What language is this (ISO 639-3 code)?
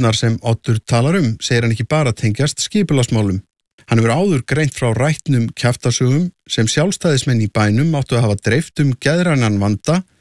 isl